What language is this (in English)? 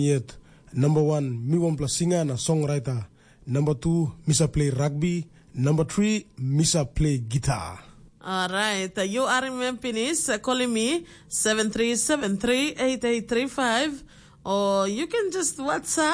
Tok Pisin